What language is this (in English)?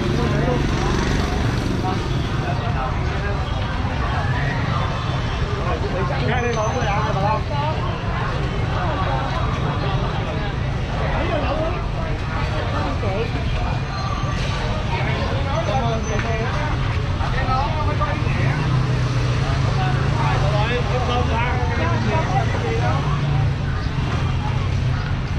Vietnamese